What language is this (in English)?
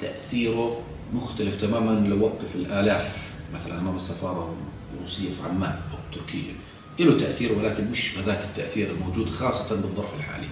South Levantine Arabic